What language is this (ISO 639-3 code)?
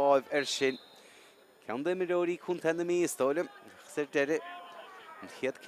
gle